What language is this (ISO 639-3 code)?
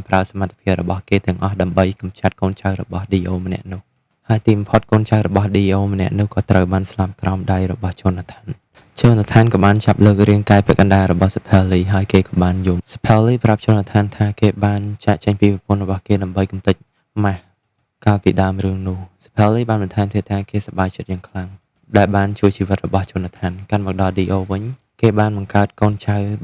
khm